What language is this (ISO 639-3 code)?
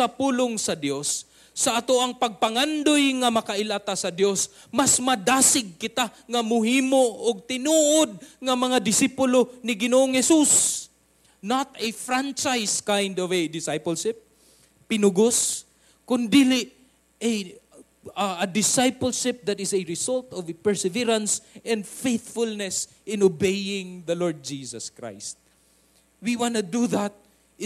ceb